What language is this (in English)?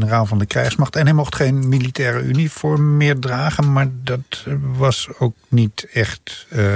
Dutch